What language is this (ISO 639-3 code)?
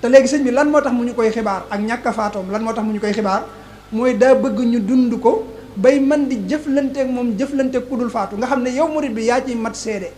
wol